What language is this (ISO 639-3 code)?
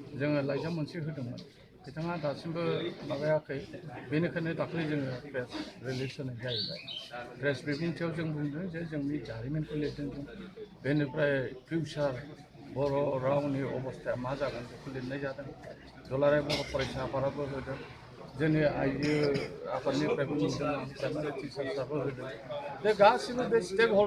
brx